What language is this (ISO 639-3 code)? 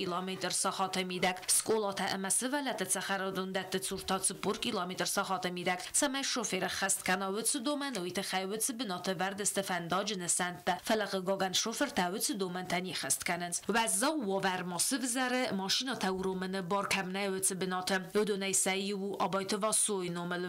oss